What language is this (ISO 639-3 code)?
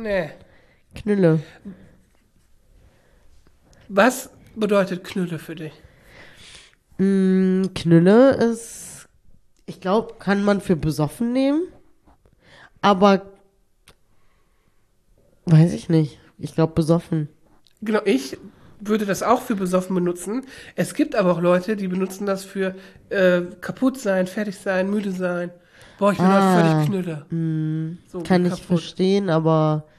deu